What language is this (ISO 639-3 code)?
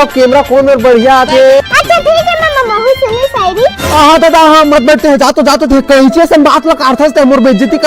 hne